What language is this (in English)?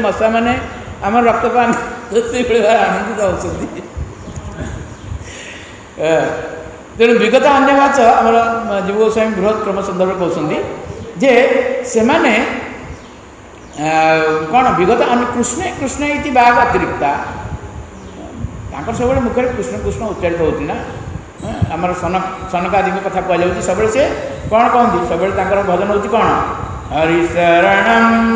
Odia